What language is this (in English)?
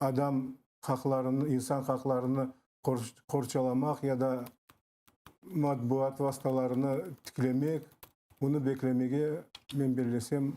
Crimean Tatar